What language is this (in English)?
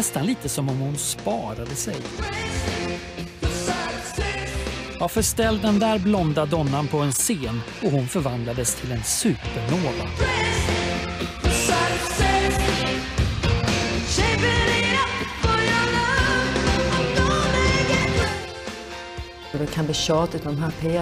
Swedish